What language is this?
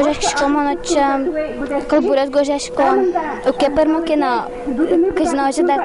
Udmurt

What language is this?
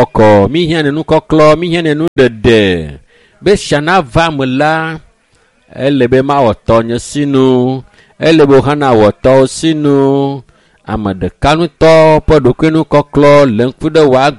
Ewe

